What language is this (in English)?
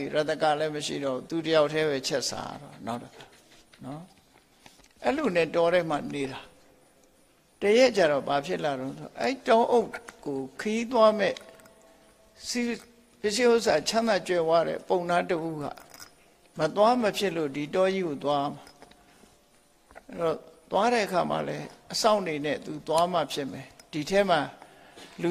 Burmese